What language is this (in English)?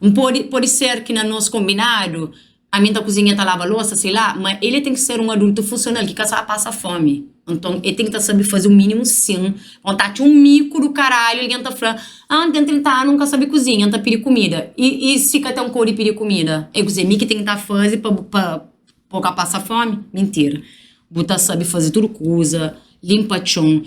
Kabuverdianu